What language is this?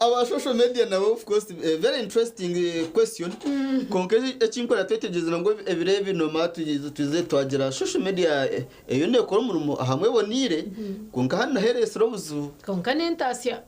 Nyankole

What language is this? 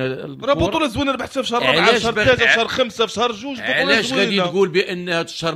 Moroccan Arabic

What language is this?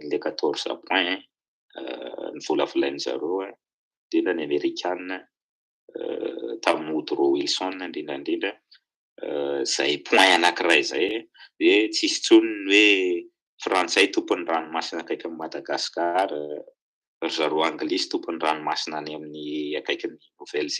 Malagasy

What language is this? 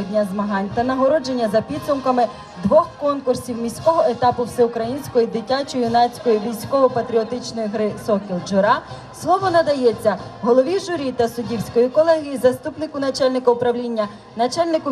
Ukrainian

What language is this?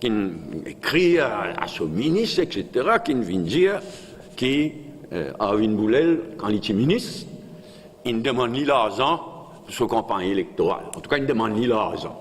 Morisyen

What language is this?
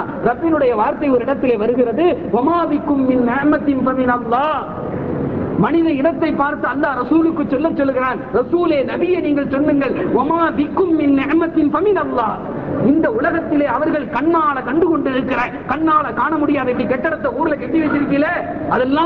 Tamil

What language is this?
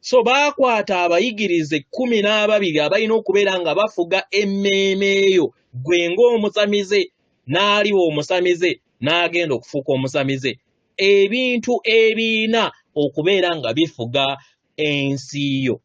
Ganda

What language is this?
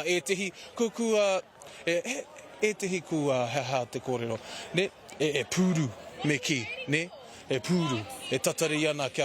Māori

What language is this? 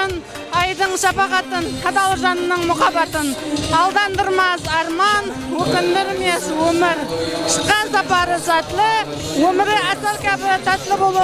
Kara-Kalpak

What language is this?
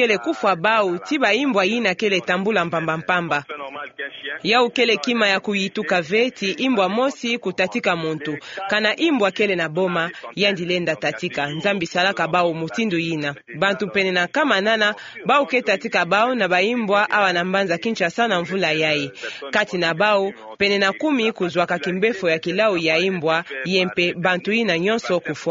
Kituba (Democratic Republic of Congo)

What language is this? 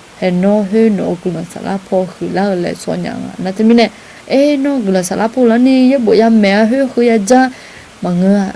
Akha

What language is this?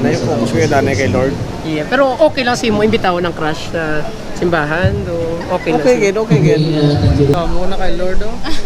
Hiligaynon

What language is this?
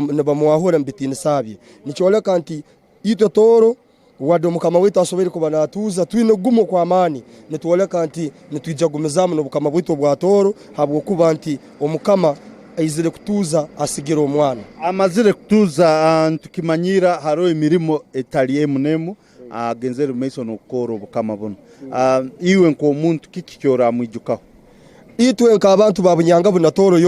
Tooro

